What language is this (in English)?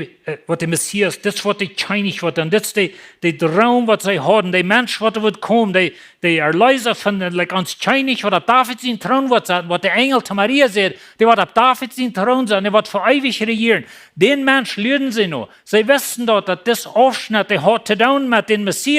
Plautdietsch